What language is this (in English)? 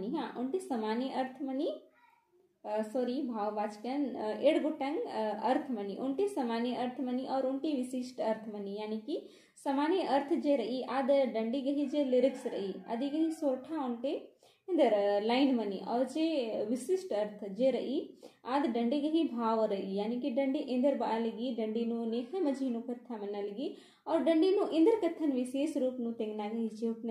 Kurukh